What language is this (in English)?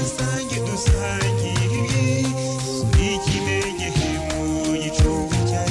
Kinyarwanda